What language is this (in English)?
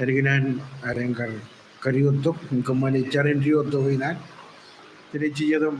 Marshallese